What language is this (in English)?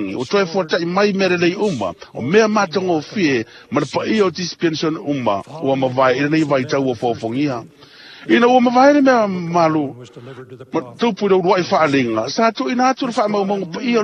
Samoan